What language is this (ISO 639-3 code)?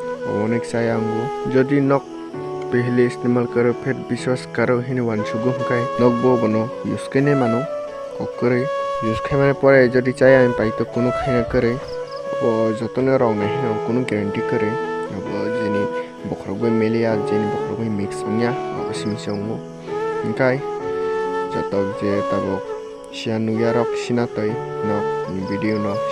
trp